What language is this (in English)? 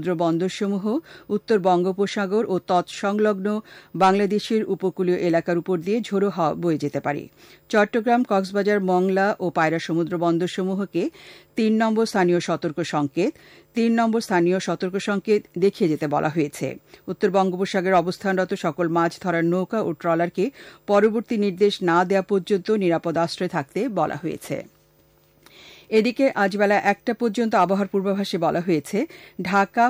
Bangla